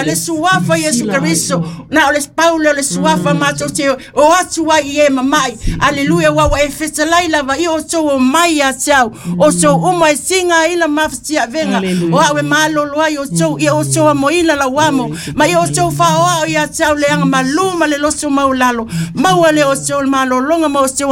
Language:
Samoan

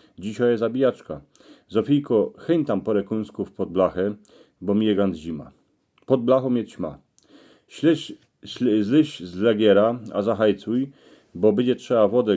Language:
Silesian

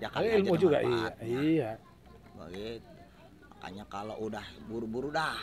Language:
Betawi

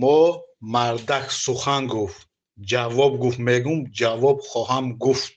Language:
Tajik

